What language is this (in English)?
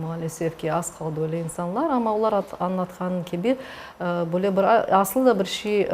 Crimean Tatar